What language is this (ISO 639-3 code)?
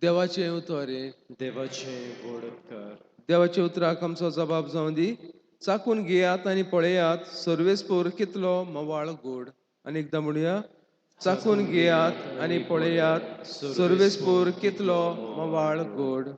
kok